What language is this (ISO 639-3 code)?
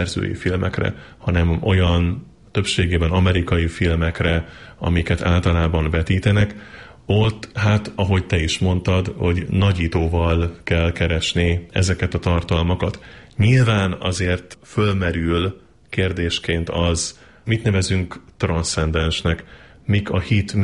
hun